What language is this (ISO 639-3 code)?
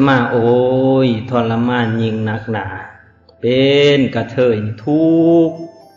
lao